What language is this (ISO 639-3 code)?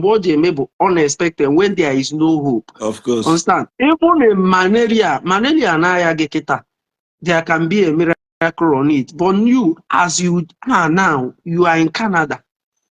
ibo